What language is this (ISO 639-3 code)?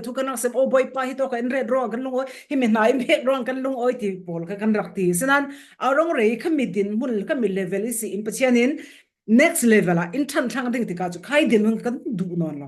cfm